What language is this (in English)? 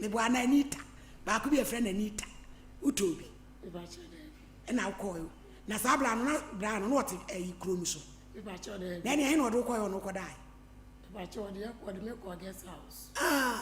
Akan